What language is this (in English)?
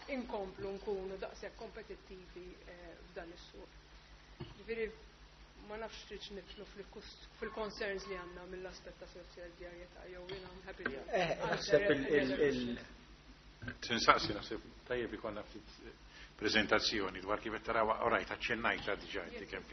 Maltese